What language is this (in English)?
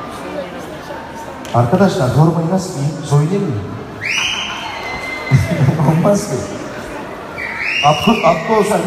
Turkish